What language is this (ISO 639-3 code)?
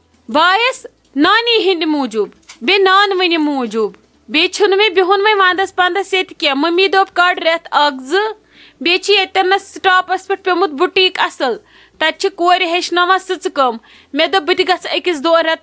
kas